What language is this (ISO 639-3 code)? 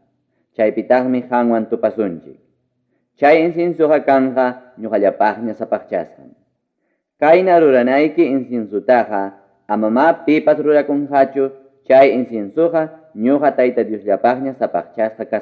quy